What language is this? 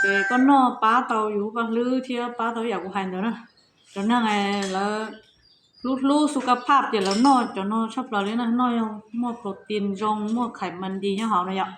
Hmong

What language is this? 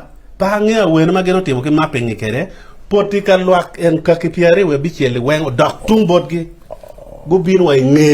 Acoli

